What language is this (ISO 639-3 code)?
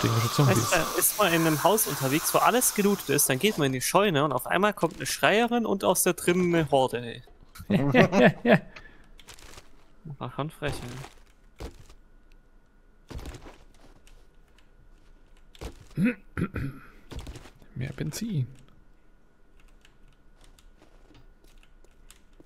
deu